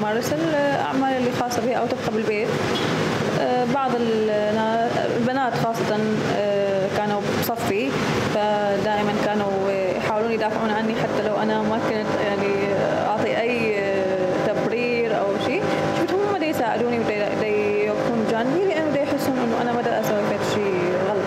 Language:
Mesopotamian Arabic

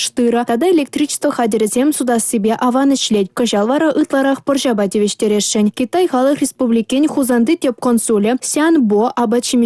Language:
Chuvash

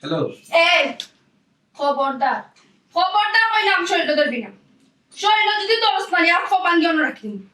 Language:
Sylheti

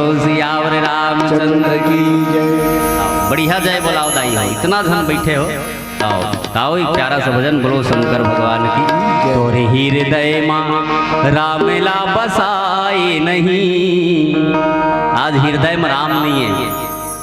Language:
Chhattisgarhi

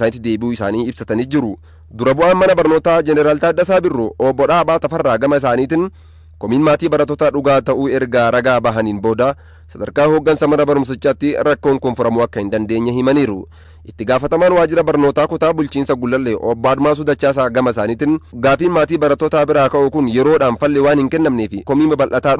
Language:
Oromo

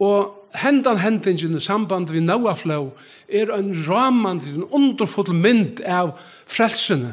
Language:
Faroese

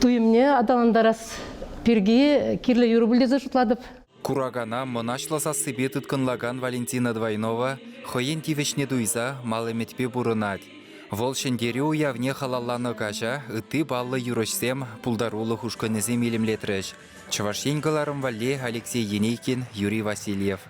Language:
Chuvash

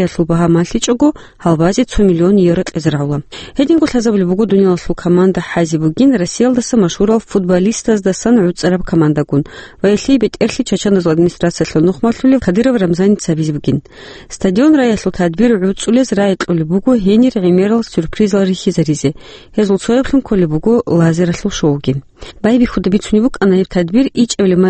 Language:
Avaric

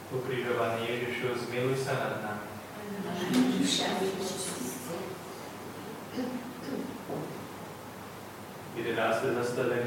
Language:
Slovak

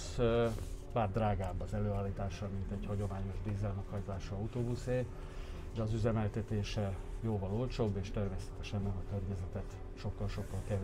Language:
Hungarian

